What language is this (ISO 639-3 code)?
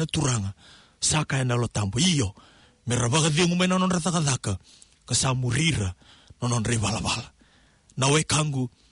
fij